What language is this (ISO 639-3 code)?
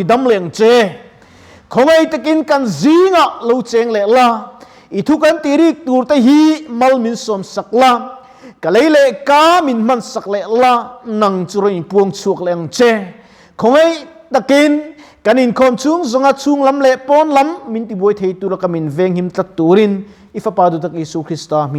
lus